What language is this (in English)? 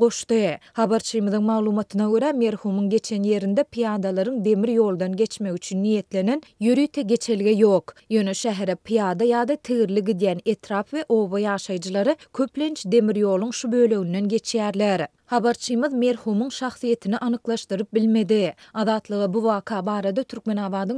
Turkmen